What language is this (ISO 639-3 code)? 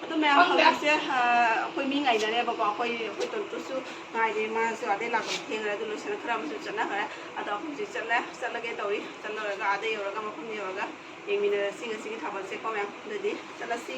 mni